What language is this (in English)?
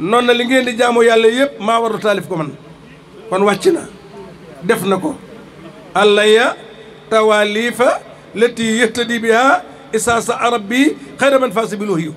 Wolof